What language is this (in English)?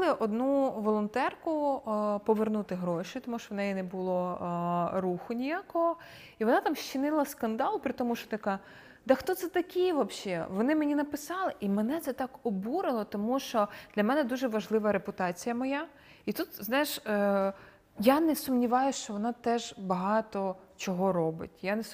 Ukrainian